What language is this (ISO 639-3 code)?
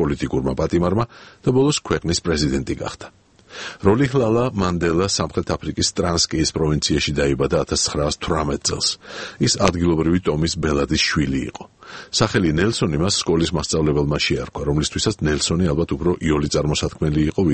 kat